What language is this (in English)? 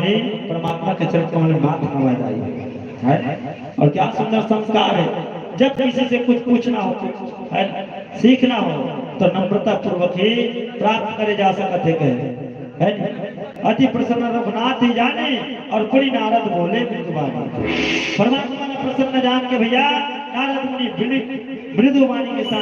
Chhattisgarhi